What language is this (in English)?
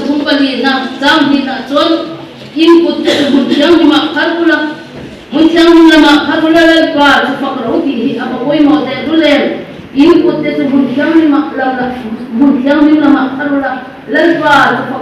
Mizo